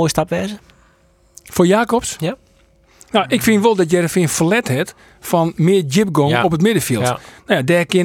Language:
Western Frisian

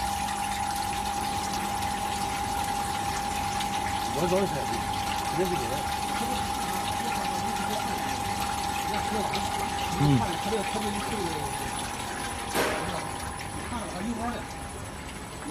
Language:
Chinese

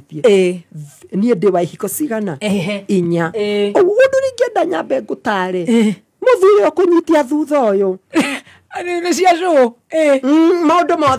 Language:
Kikuyu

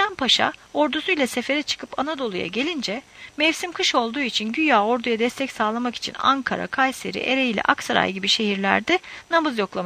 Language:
Turkish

